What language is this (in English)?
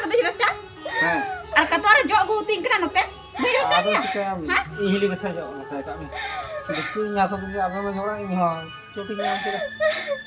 Santali